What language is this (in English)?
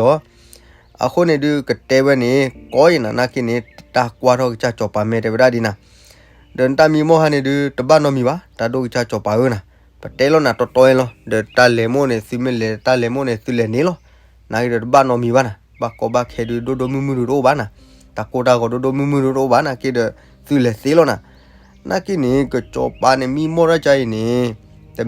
S'gaw Karen